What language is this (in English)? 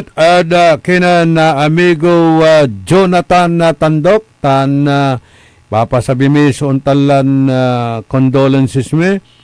Pangasinan